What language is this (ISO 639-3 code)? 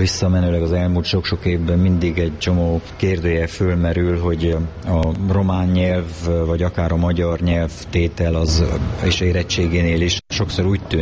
hun